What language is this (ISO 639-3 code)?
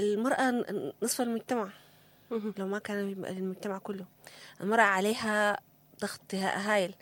apd